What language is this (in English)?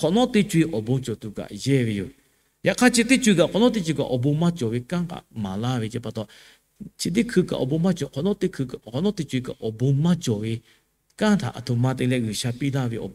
Lahu